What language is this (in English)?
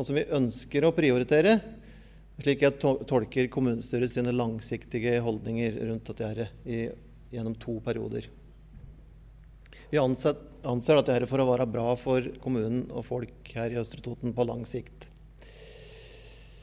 Norwegian